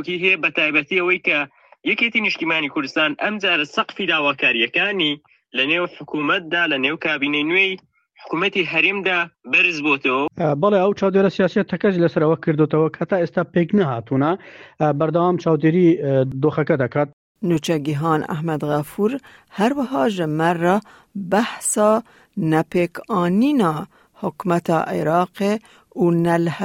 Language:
Central Kurdish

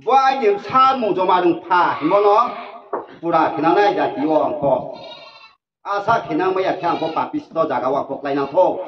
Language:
Riang (India)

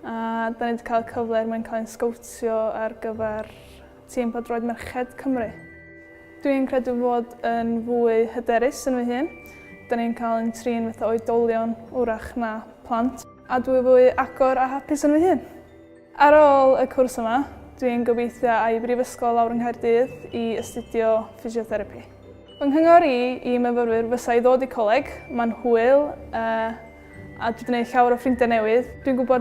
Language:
Welsh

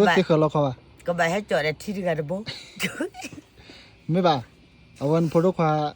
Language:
S'gaw Karen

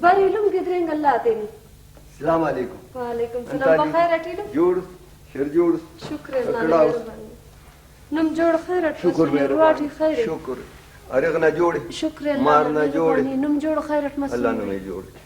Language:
Brahui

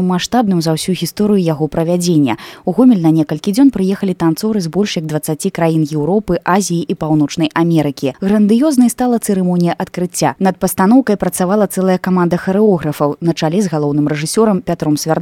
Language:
Belarusian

